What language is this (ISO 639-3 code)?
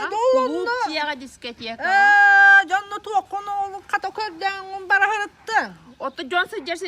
sah